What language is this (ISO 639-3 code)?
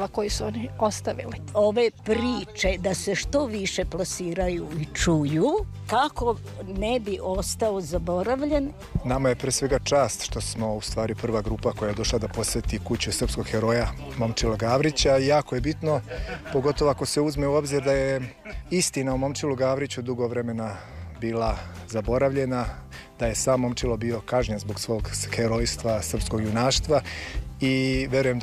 srp